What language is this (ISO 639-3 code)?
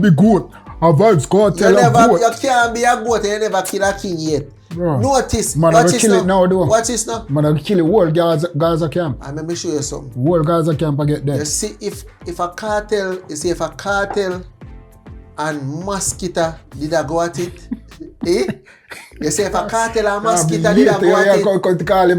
jam